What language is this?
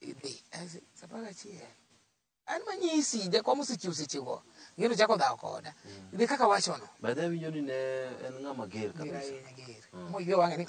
Luo (Kenya and Tanzania)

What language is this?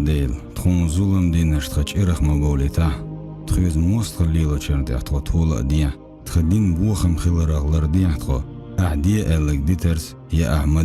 Chechen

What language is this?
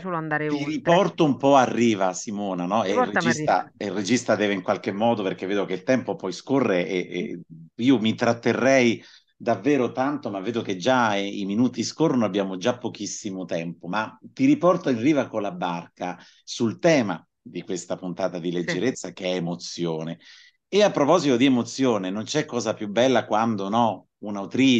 Italian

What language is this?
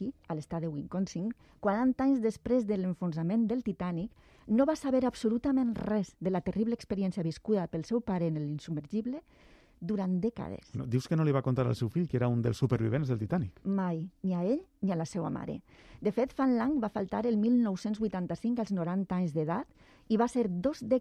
Catalan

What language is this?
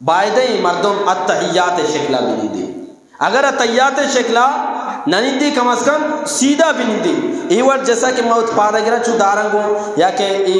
Eastern Balochi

